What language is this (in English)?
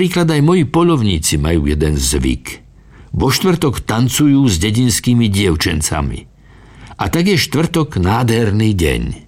Slovak